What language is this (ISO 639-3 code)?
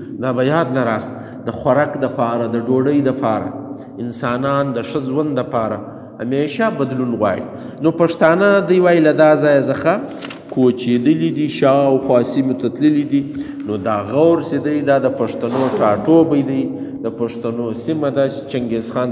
pus